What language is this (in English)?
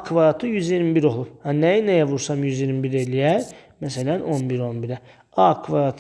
Azerbaijani